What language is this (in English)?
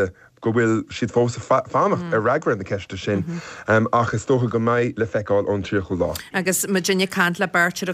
Irish